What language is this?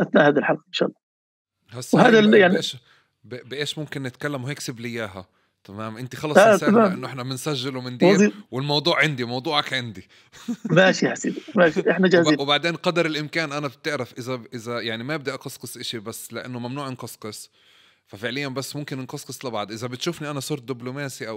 North Levantine Arabic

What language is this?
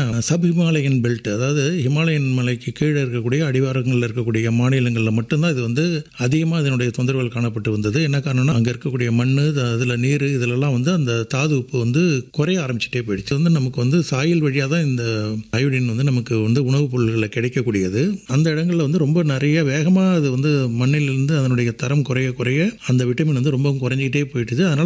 Tamil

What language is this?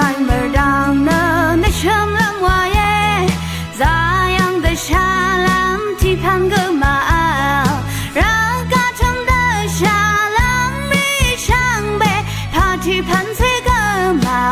Rawang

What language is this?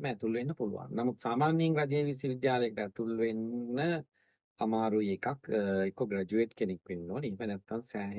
Sinhala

